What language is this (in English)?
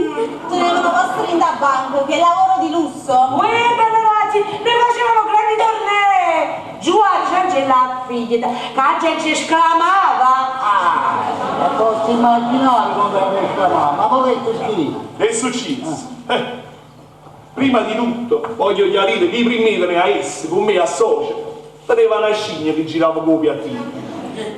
Neapolitan